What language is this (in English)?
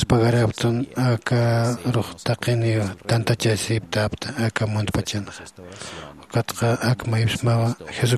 Aymara